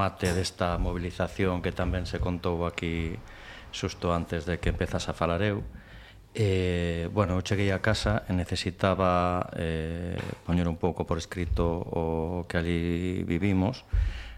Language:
Galician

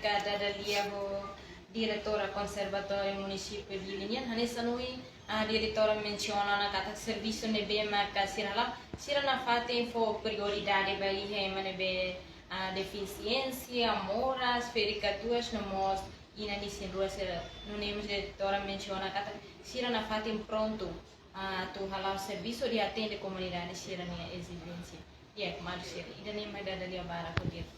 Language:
Tetum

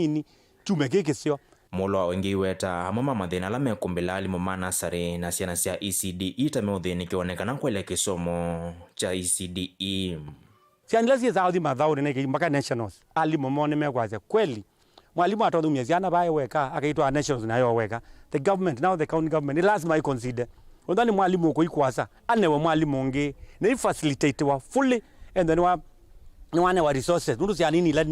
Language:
Kamba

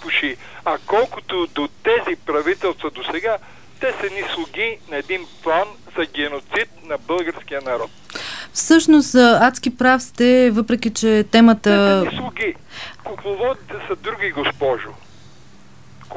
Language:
Bulgarian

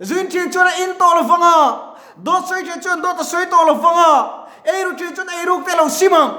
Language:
Mizo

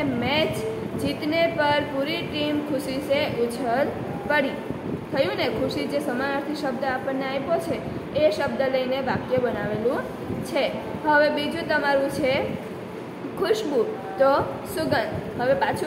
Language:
Gujarati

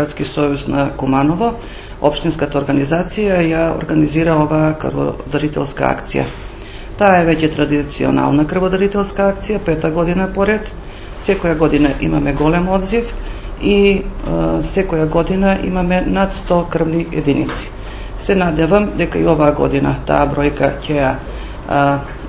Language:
Macedonian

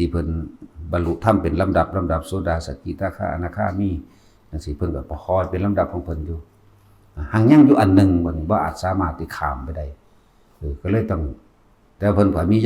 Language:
Northeastern Thai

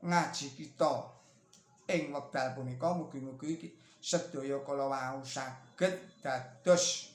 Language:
Javanese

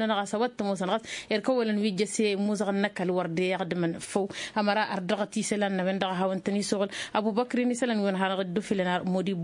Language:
Tamasheq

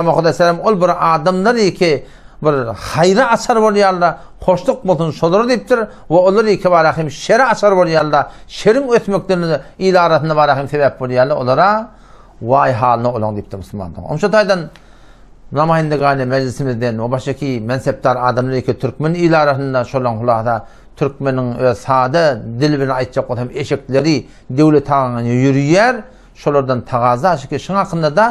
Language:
Turkmen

